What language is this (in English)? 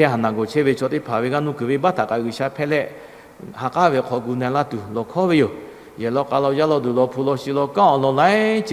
Lahu